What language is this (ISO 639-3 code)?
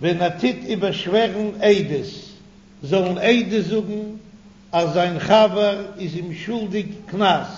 yid